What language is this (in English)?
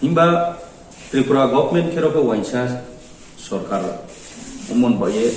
Riang (India)